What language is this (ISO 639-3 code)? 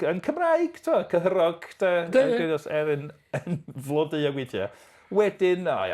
cym